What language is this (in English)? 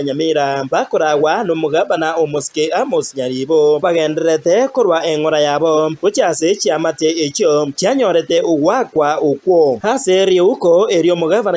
Gusii